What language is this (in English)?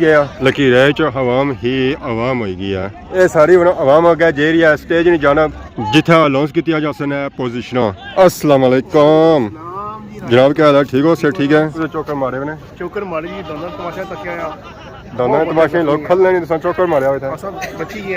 Pahari-Potwari